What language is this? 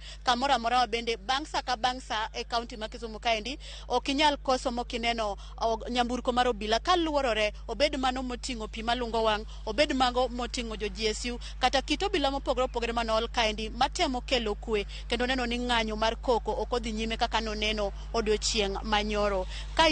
Luo (Kenya and Tanzania)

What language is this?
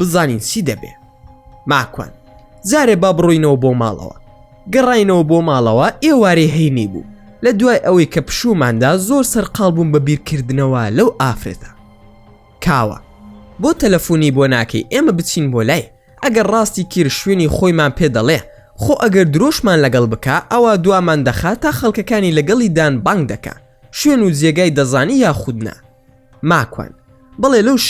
Central Kurdish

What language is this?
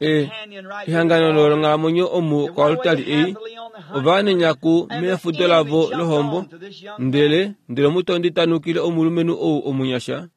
Kuanyama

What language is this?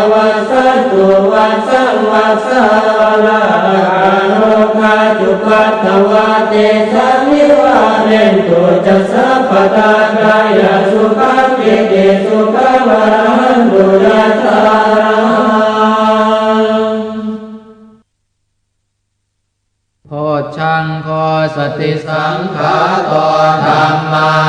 Pali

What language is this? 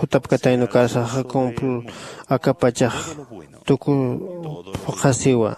Aymara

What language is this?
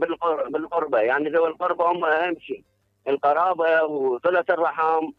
Mesopotamian Arabic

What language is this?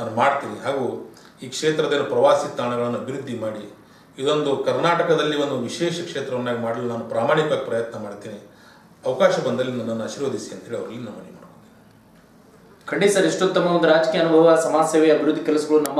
Kannada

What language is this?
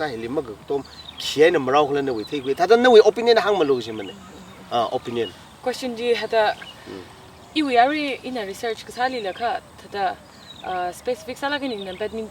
Tangkhul Naga (India)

